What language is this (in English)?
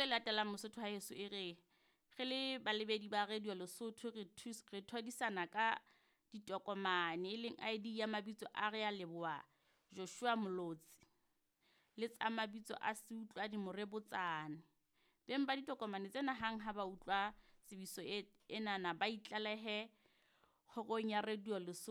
Southern Sotho